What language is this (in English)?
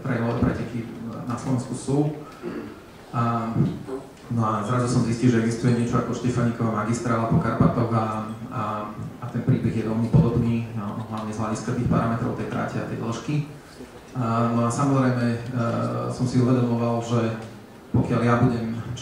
Slovak